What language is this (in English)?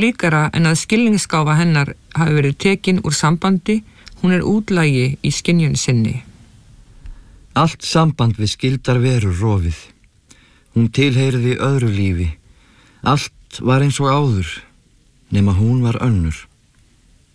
Icelandic